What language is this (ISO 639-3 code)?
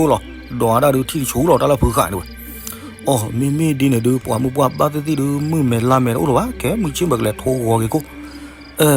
ksw